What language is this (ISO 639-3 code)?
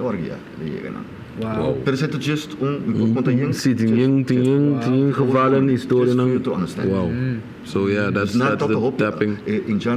pap